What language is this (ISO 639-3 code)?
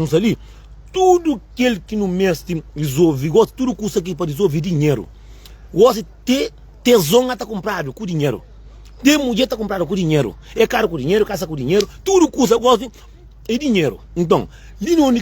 kea